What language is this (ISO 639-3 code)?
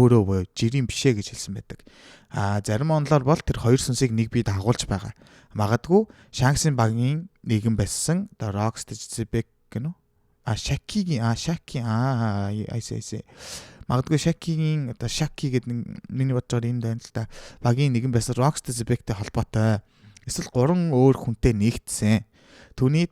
mon